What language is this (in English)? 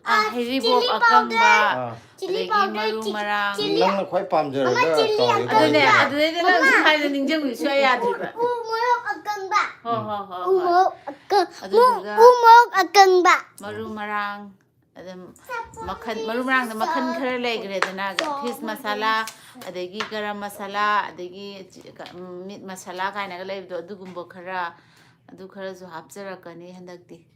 Manipuri